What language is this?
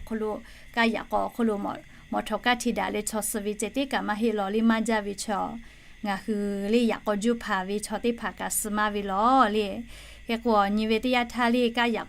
Lahu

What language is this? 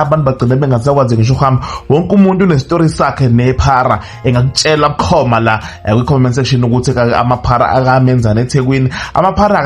Zulu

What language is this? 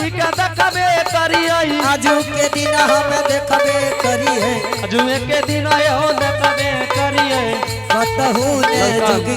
Angika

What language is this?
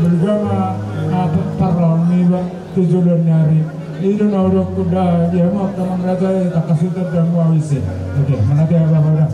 Batak Toba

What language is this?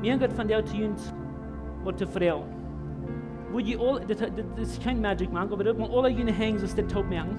Plautdietsch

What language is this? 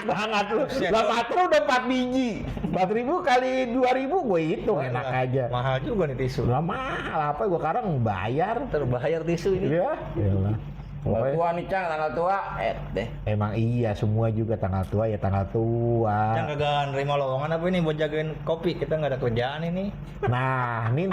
Betawi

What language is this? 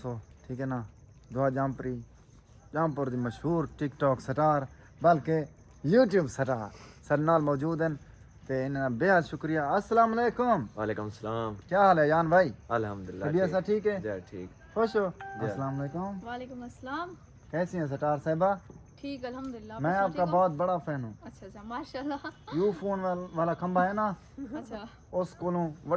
Saraiki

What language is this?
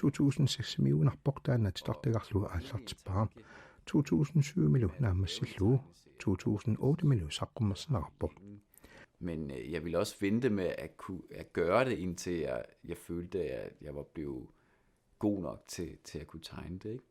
Kalaallisut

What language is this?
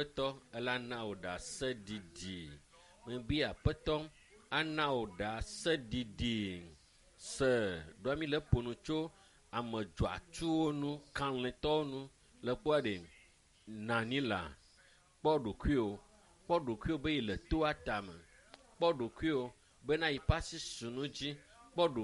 Ewe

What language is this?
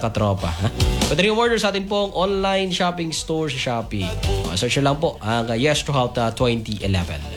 Filipino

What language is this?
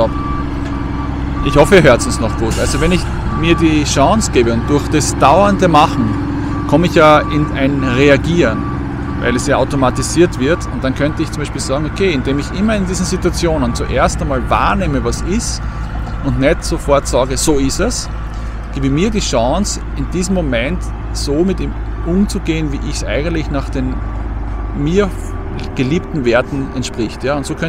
German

